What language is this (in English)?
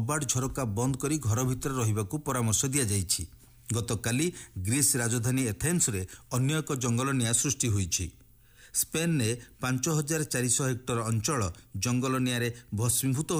Odia